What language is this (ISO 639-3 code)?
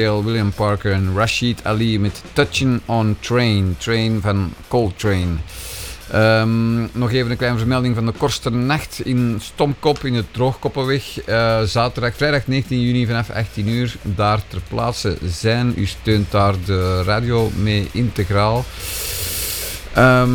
nld